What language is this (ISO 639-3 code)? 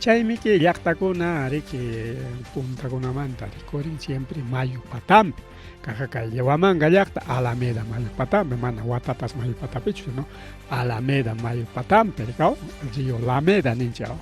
quy